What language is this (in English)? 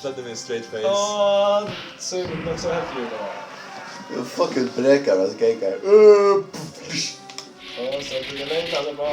Faroese